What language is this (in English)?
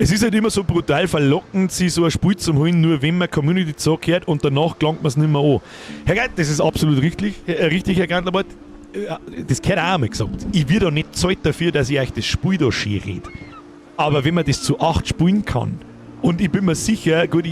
Bavarian